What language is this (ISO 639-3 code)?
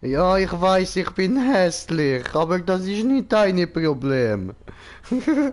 gsw